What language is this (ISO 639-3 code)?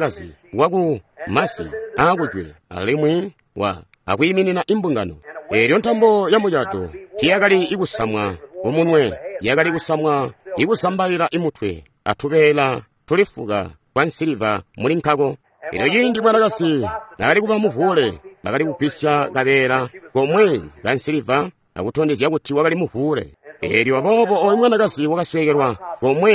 toi